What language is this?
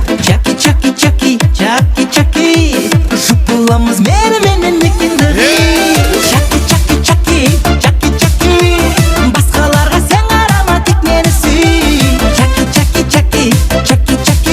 Kara-Kalpak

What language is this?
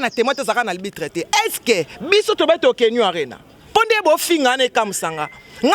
Lingala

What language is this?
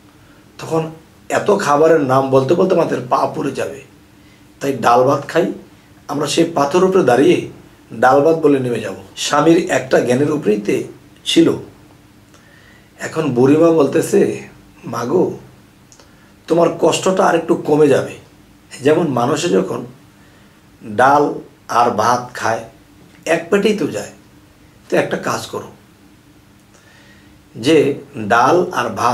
Bangla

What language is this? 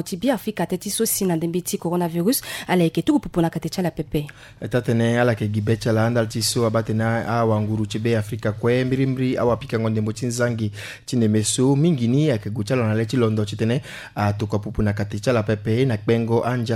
Sango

